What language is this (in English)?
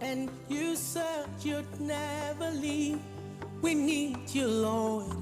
Venda